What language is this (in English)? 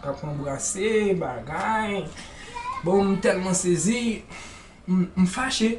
Haitian Creole